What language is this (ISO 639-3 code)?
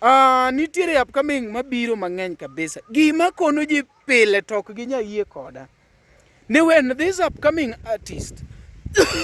luo